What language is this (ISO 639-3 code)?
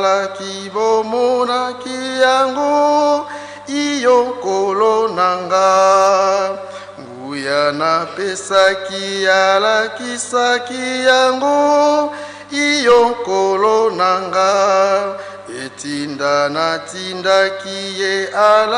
lin